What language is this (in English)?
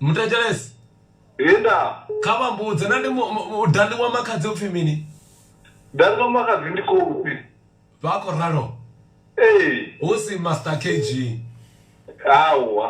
Venda